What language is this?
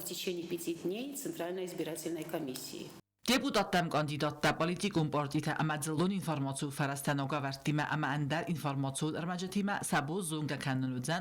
Ossetic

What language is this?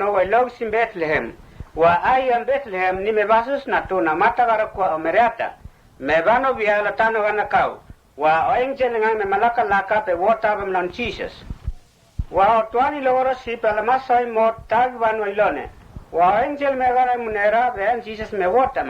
Mota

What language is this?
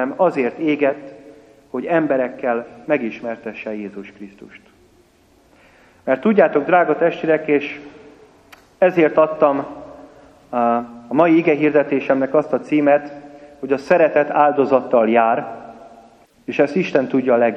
Hungarian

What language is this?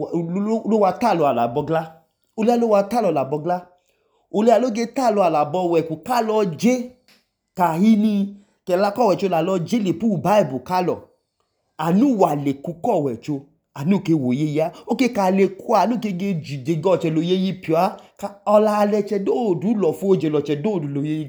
Idoma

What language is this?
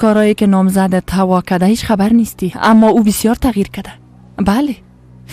Persian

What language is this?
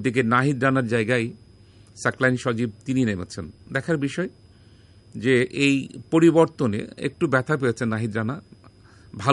Bangla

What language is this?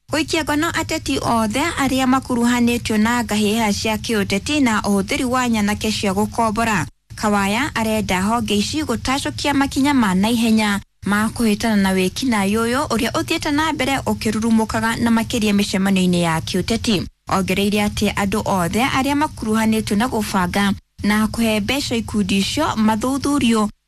Kikuyu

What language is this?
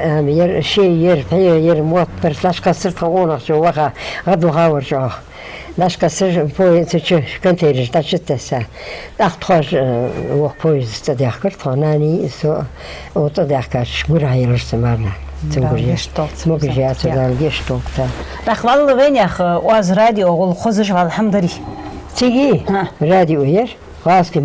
Ingush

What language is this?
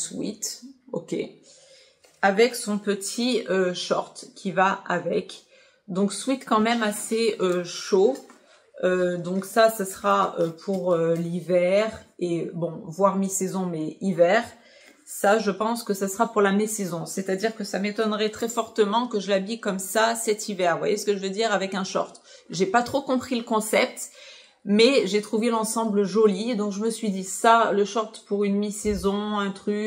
French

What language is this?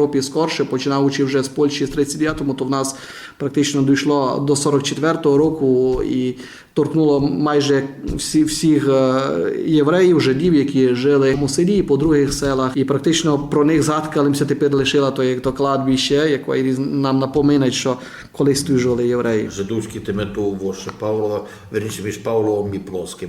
Rusyn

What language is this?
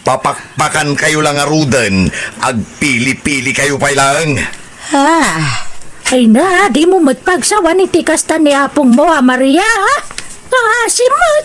Iloko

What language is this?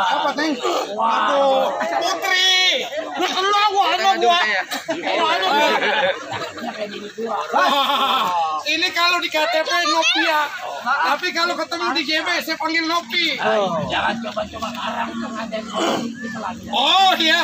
Betawi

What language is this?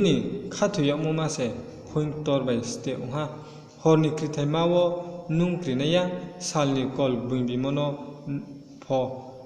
Riang (India)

